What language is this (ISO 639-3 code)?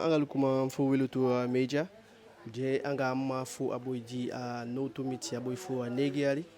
djk